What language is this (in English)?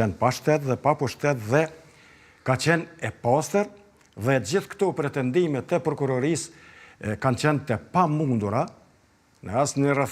Albanian